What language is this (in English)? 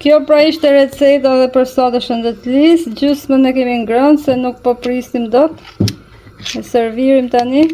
Albanian